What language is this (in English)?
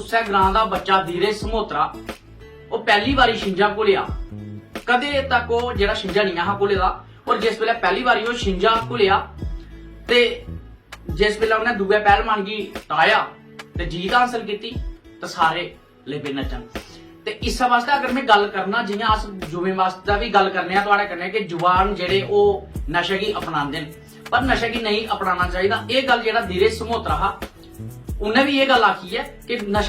Dogri